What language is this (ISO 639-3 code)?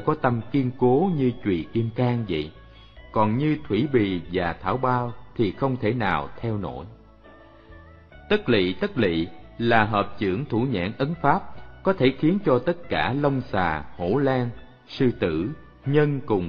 vie